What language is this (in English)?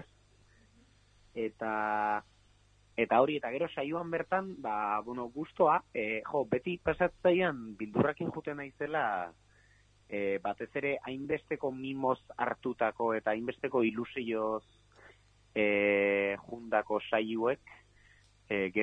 Basque